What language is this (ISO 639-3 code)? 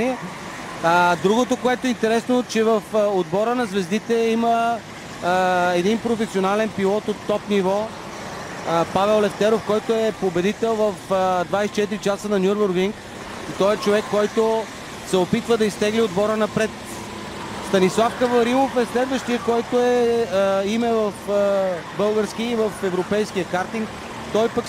bul